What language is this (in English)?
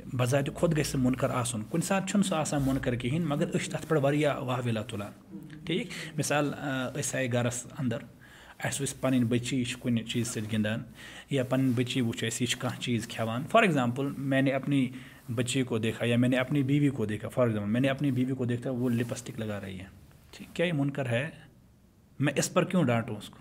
Kashmiri